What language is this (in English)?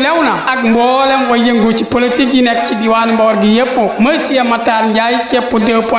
Wolof